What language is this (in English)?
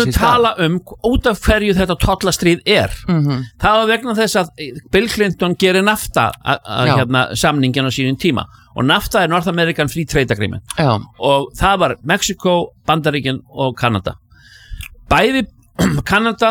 Icelandic